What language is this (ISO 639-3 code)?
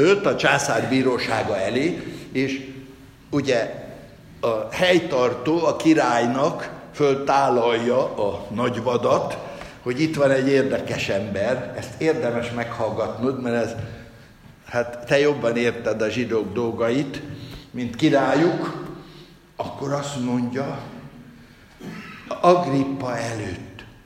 hun